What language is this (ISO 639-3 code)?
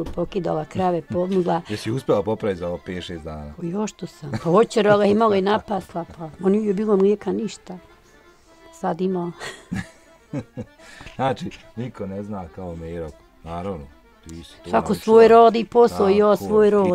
bos